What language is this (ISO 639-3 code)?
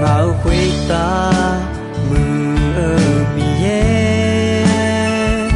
ahk